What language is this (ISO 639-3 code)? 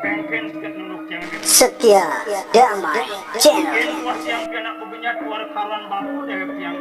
ban